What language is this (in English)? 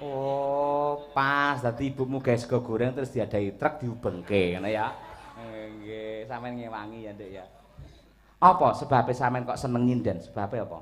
Javanese